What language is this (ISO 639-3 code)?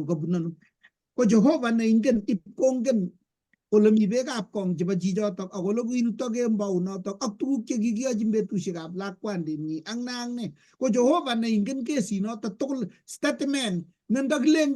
kln